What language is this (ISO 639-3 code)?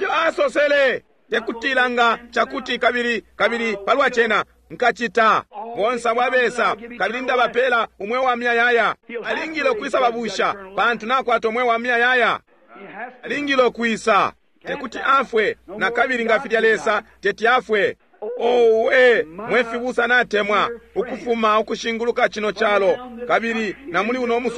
bem